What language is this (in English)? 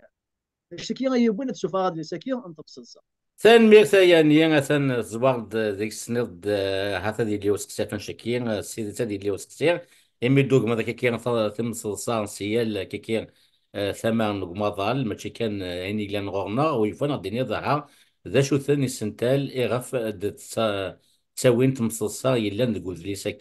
Kabyle